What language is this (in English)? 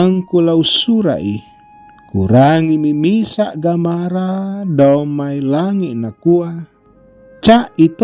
Toraja-Sa'dan